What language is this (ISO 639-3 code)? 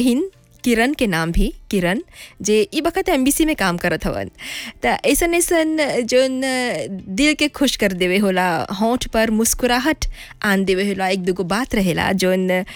bho